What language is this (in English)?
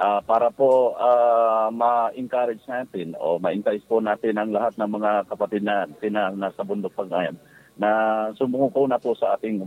Filipino